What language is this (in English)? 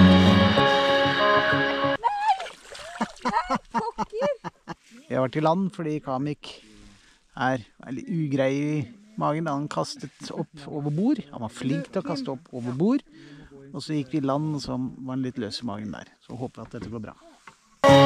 Norwegian